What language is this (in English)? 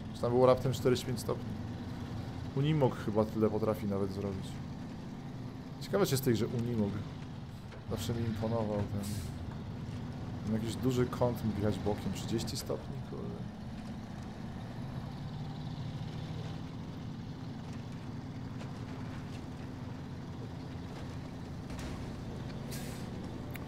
Polish